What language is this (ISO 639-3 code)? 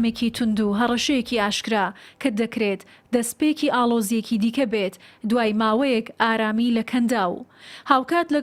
ckb